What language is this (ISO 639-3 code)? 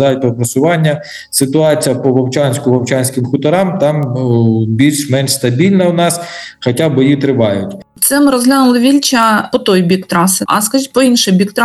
ukr